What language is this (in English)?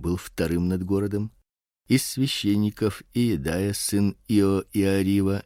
Russian